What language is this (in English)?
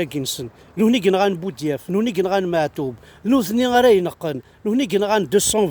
Kabyle